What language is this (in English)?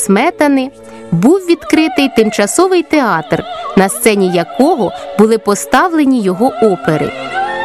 Ukrainian